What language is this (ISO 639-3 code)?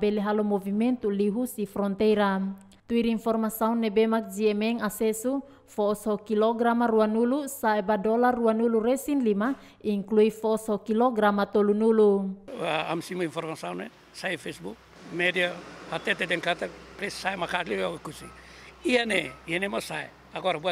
tet